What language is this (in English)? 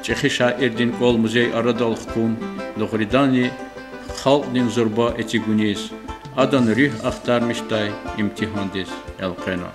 Lezghian